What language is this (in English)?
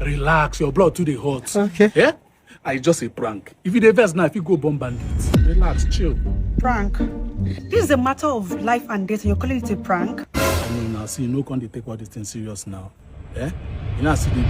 Nigerian Pidgin